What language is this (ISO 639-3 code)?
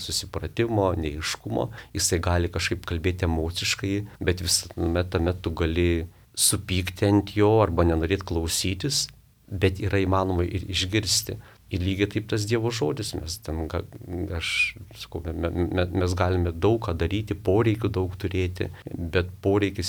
lit